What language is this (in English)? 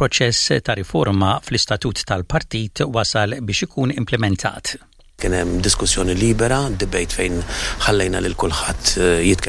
Maltese